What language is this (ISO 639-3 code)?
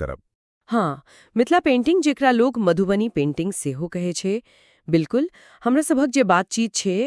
mai